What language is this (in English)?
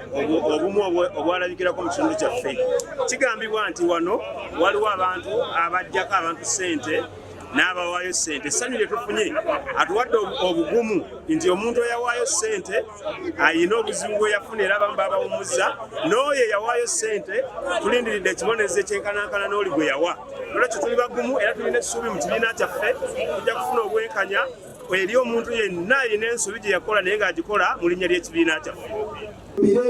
Ganda